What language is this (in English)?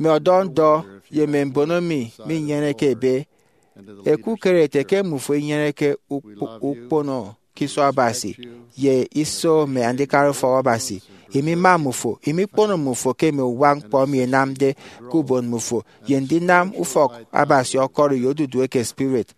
Efik